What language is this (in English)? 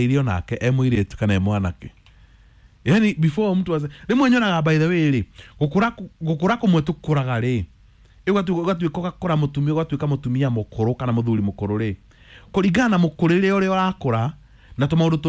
Kikuyu